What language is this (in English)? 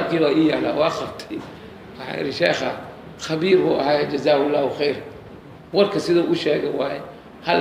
Somali